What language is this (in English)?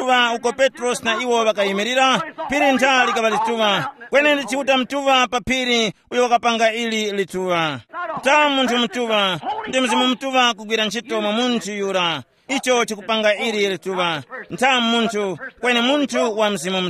Tumbuka